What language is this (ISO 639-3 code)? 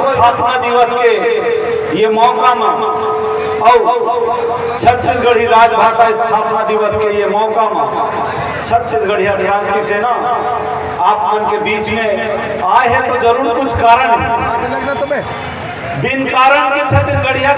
hne